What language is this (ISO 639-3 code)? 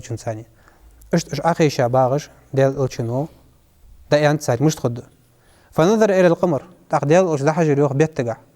inh